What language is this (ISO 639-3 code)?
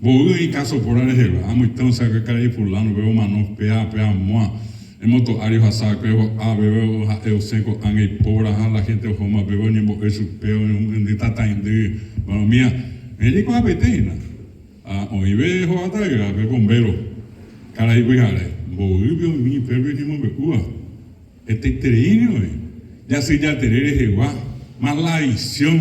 grn